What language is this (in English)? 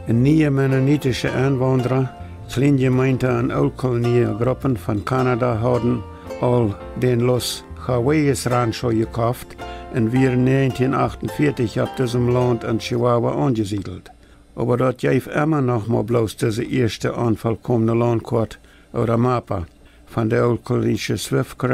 Plautdietsch